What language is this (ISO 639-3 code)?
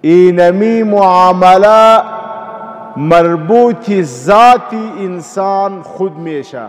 pus